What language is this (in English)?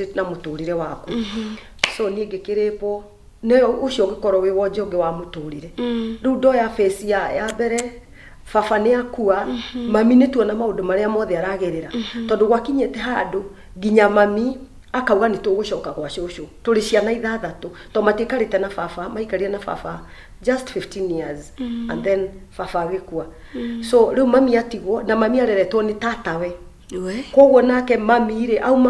Kikuyu